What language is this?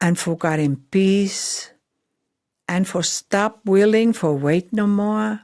Pijin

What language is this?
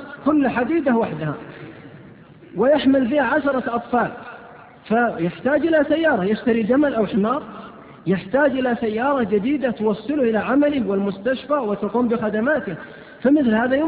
Arabic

